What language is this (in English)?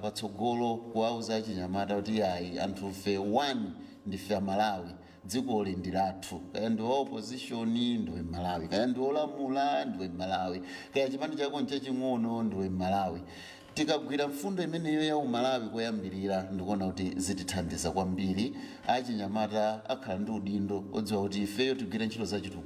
Nyanja